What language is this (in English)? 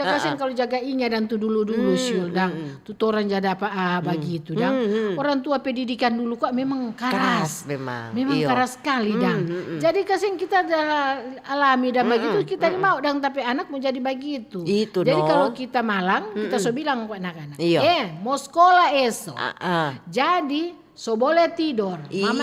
Manado Malay